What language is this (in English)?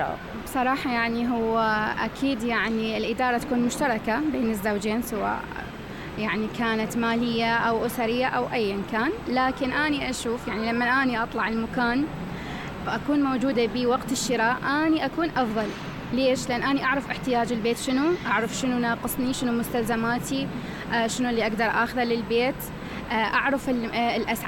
Mesopotamian Arabic